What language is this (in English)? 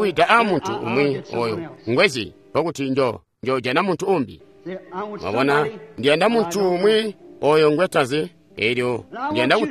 Tonga (Zambia)